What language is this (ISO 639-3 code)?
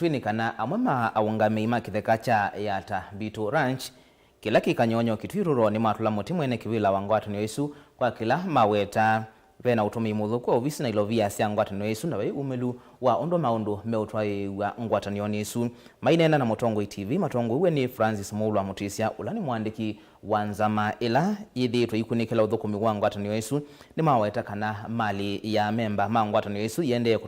kam